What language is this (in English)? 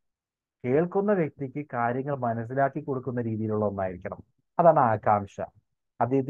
Malayalam